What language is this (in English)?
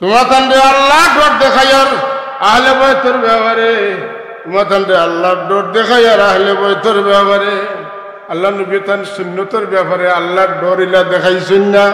Sylheti